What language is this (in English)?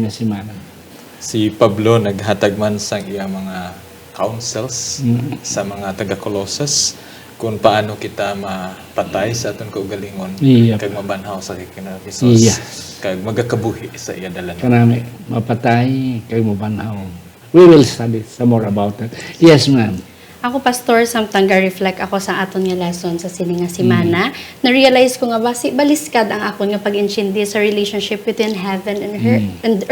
Hiligaynon